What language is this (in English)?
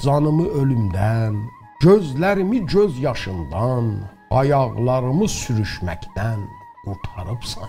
South Azerbaijani